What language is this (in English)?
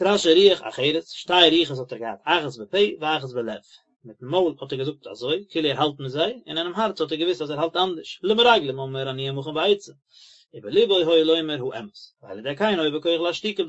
Yiddish